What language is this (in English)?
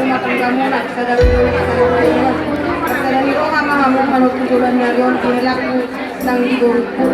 Batak Toba